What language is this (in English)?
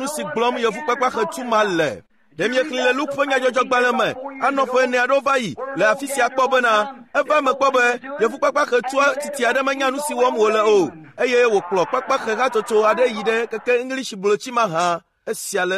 Ewe